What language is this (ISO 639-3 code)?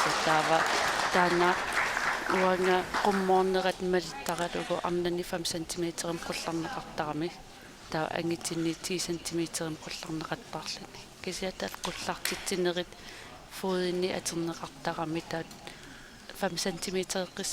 kal